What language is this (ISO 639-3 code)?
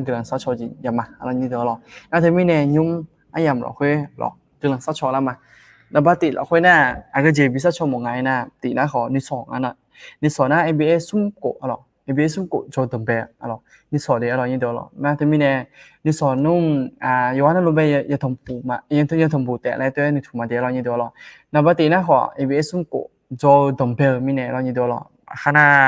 ahk